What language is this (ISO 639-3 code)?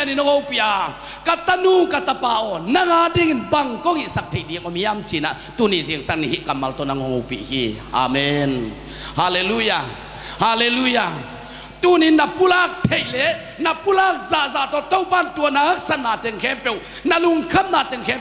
ctd